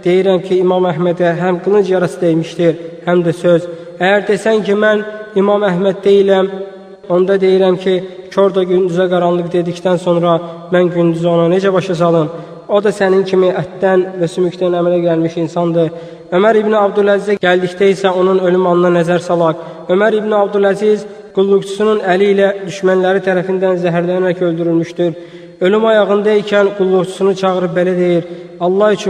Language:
Azerbaijani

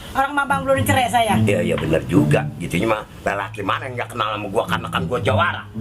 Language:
Betawi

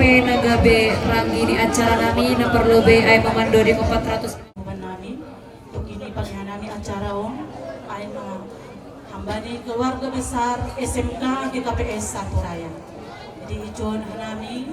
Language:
Batak Simalungun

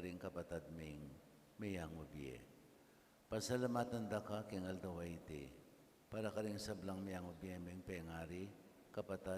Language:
Pampanga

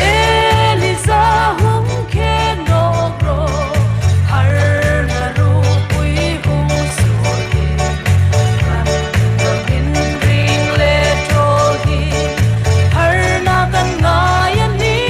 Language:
Hmar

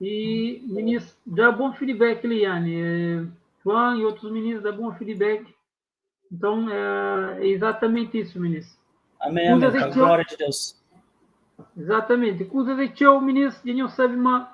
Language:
Kabuverdianu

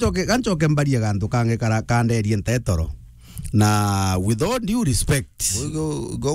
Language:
Meru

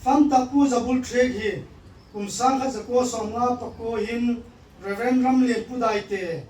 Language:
Hmar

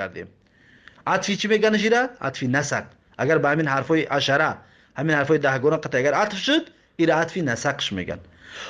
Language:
Tajik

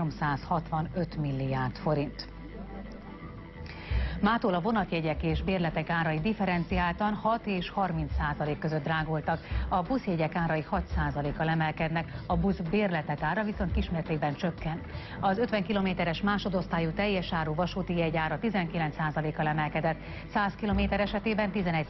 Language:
Hungarian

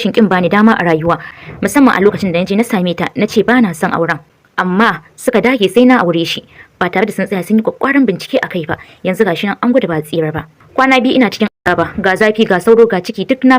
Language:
Hausa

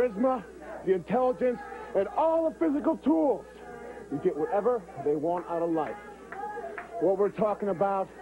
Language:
English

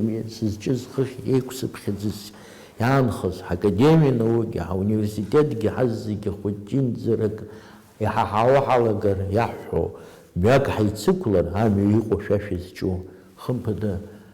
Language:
Abkhazian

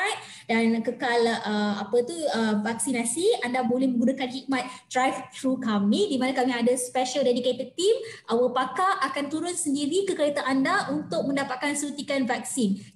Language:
Malay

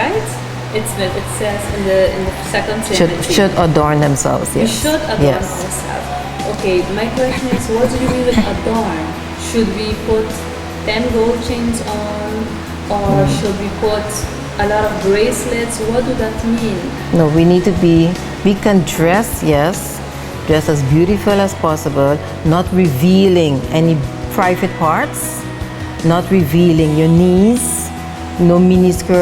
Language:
Papiamento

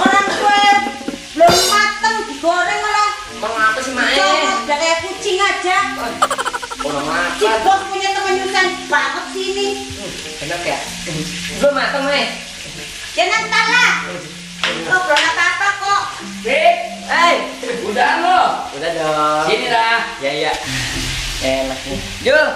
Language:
Betawi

